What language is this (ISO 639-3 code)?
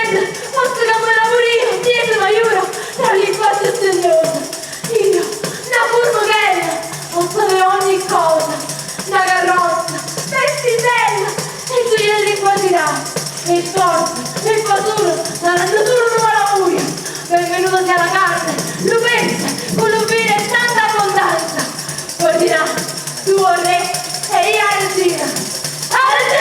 nap